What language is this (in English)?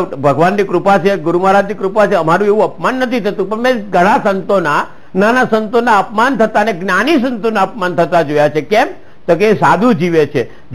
Gujarati